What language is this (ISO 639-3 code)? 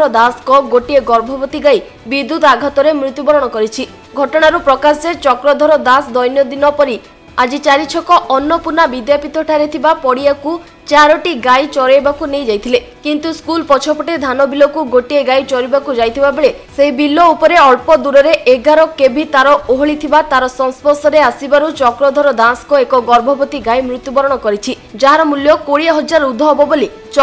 ori